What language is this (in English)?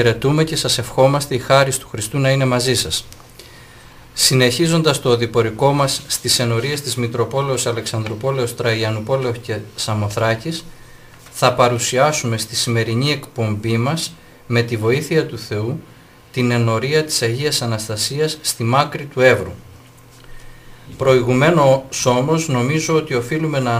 Greek